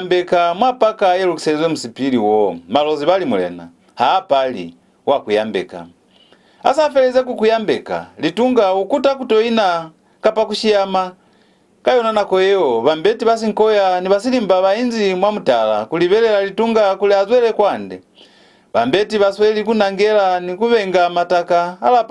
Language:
Lozi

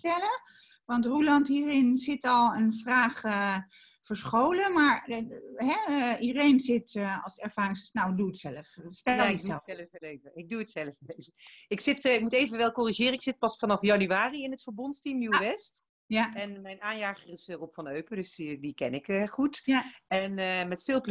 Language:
Dutch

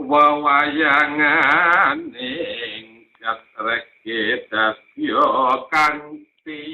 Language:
Javanese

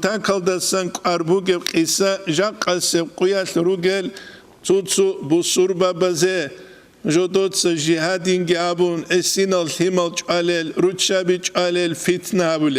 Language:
Avaric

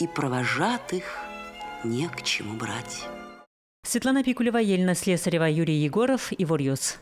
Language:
Udmurt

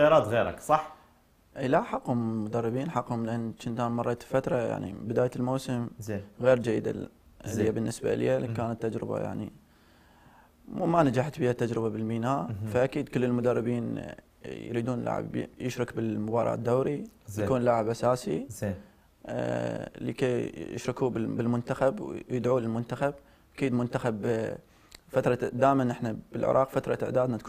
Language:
Mesopotamian Arabic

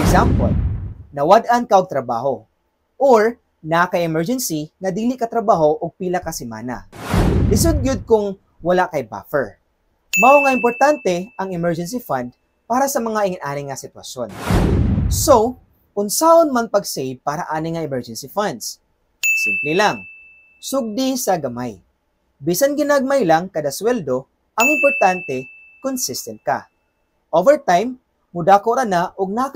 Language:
Cebuano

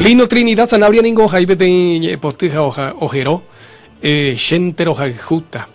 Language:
Guarani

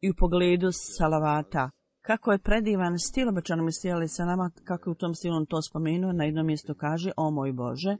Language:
Bosnian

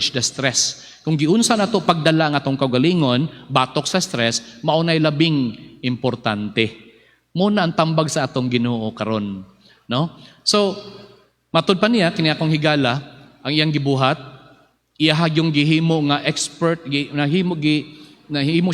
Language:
Cebuano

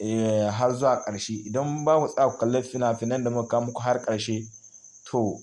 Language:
Hausa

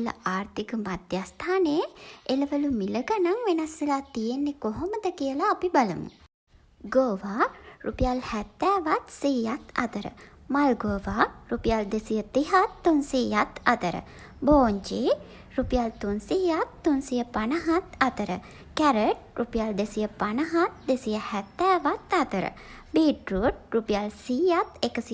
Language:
Sinhala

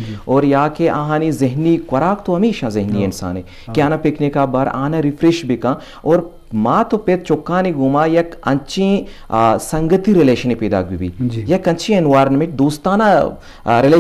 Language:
Eastern Balochi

